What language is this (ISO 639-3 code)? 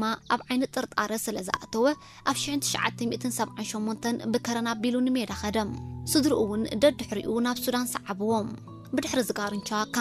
tir